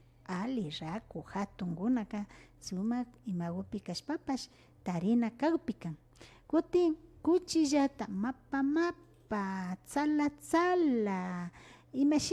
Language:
Imbabura Highland Quichua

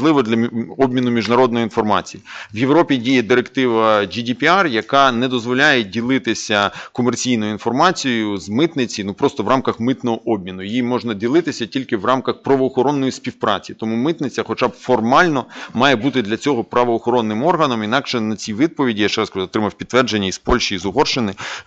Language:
Ukrainian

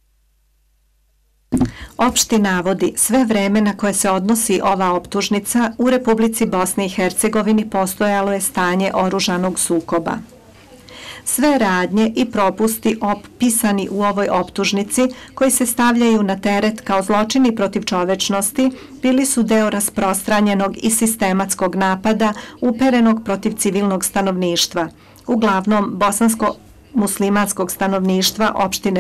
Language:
Serbian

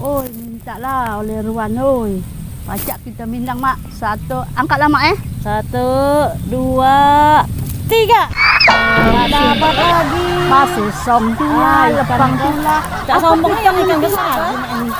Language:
Musi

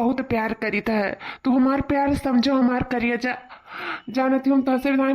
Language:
Awadhi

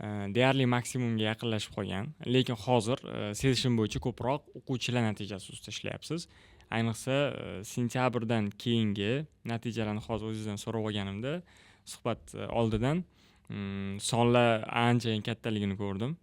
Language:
Uzbek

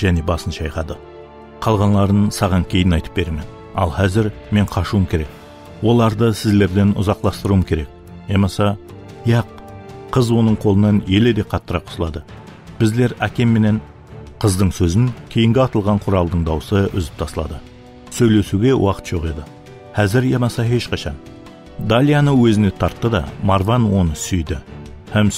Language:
Kara-Kalpak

